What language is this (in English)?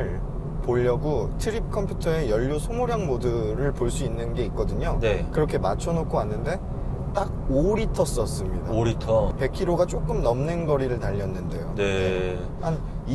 Korean